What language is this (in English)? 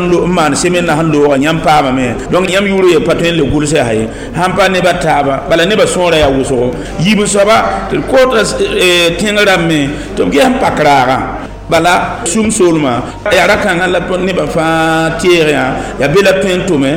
Mossi